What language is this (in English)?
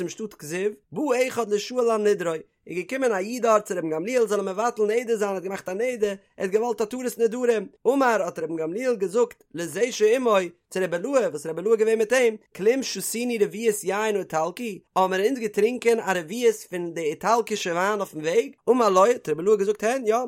Yiddish